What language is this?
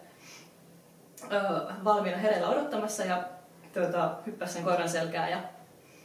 Finnish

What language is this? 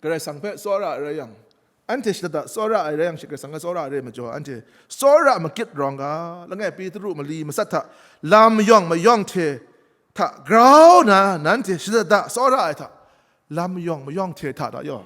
Kachin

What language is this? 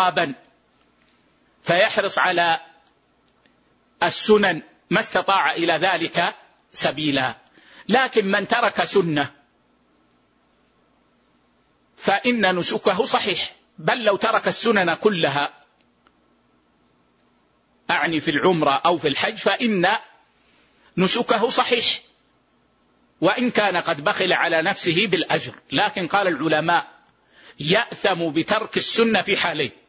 Arabic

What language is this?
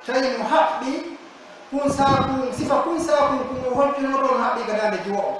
Pular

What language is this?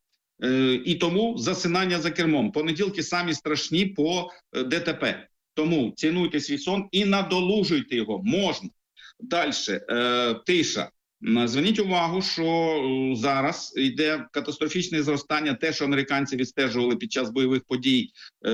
Ukrainian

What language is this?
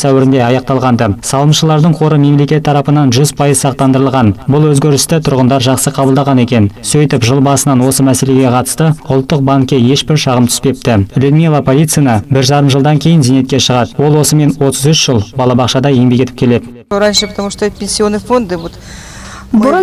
Kazakh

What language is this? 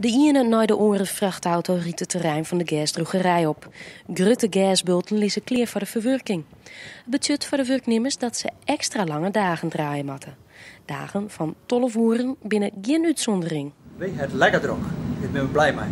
Western Frisian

